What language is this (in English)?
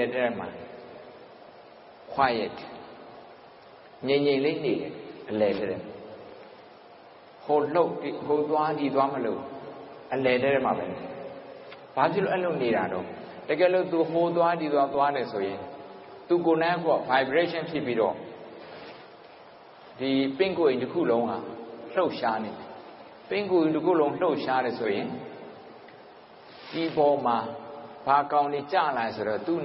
Burmese